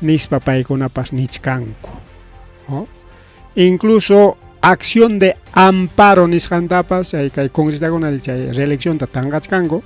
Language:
Ayacucho Quechua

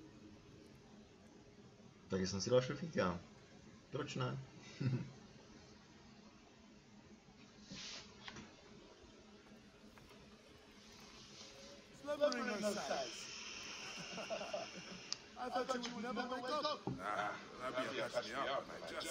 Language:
Czech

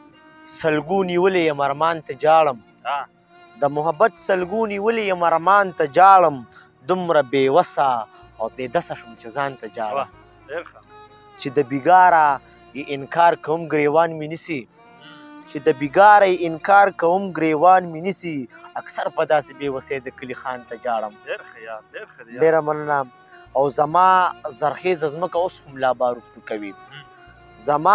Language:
Pashto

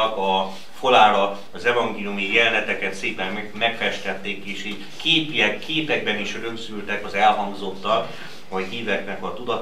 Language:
Hungarian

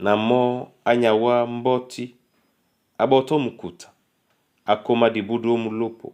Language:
Duala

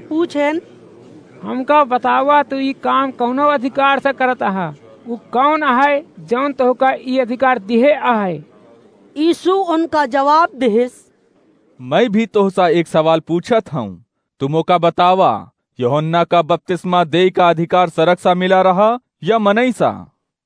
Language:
Awadhi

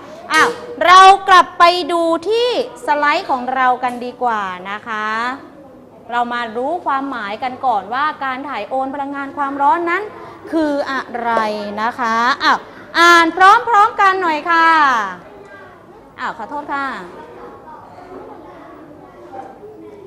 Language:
Thai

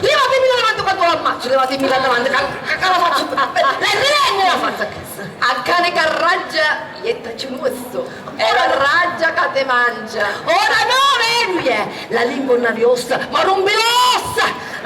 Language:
Sicilian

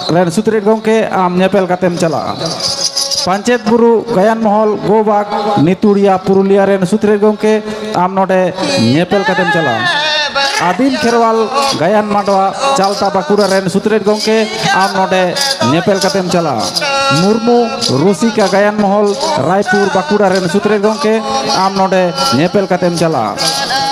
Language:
Santali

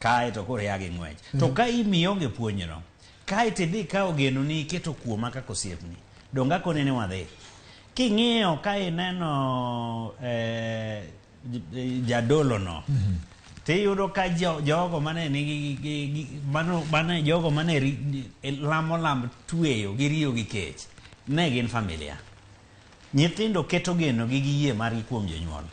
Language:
Luo (Kenya and Tanzania)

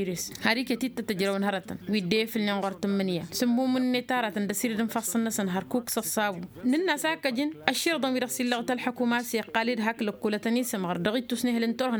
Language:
Tamasheq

